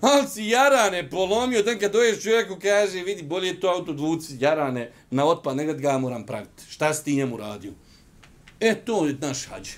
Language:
Bosnian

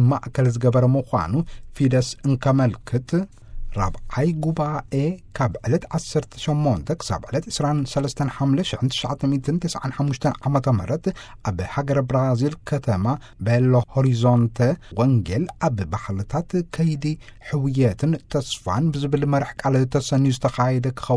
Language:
Tigrinya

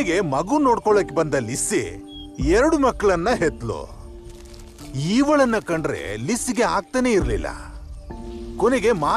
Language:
Kannada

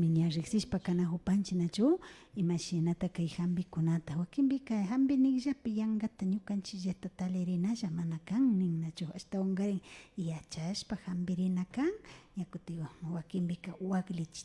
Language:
Imbabura Highland Quichua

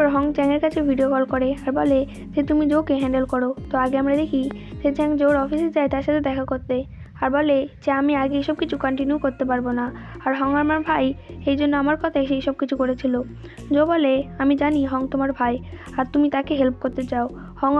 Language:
Bangla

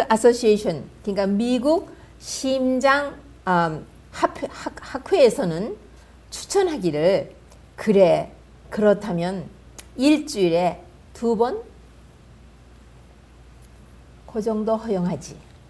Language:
Korean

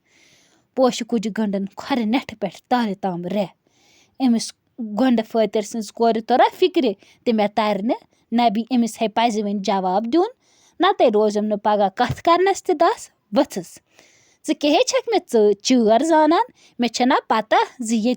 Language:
Kashmiri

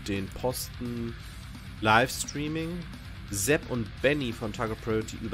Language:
German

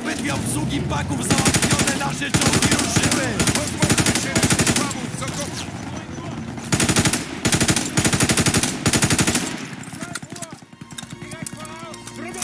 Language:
Polish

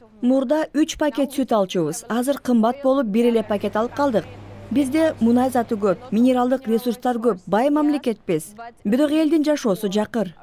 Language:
Kyrgyz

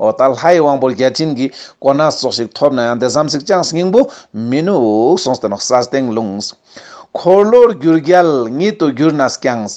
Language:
Ladakhi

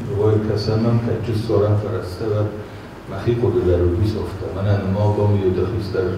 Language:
Ossetic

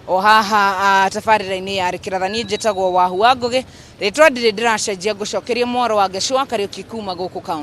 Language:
Kikuyu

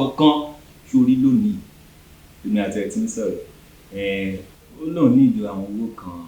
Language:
Yoruba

